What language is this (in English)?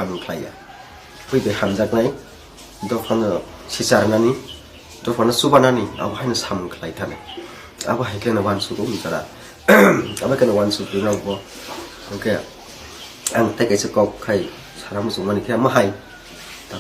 Kok Borok